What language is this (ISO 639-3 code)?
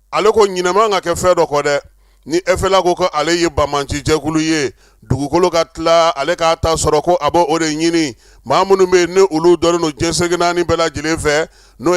bam